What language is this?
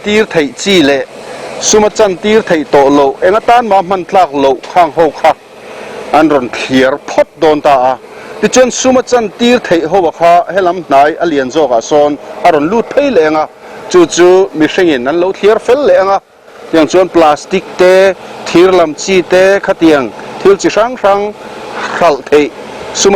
Mizo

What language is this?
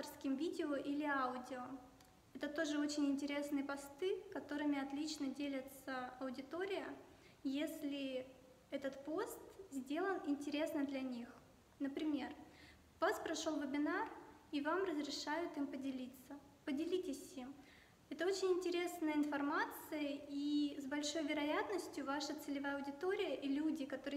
Russian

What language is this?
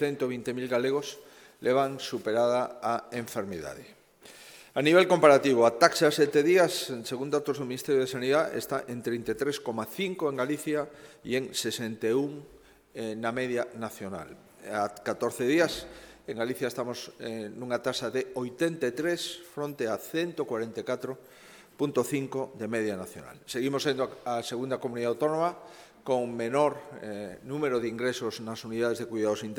Galician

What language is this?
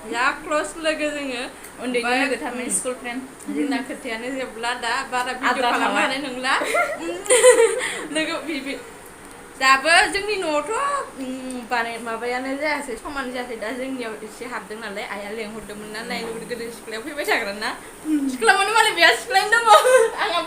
Bodo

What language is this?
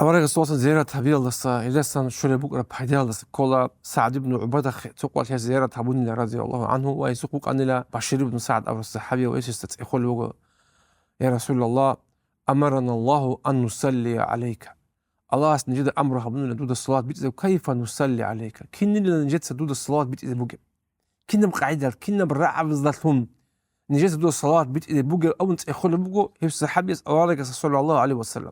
Avaric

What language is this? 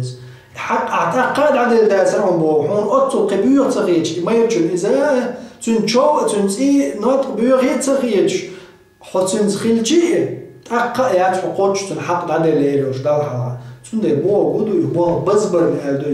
Chechen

